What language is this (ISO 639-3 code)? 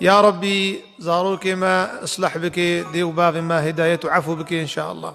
kur